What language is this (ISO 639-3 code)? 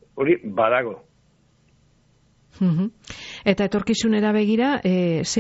eus